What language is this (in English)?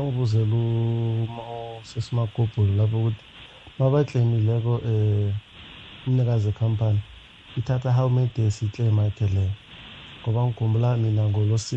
South Ndebele